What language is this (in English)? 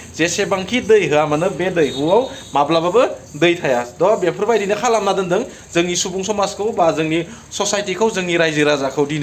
Bodo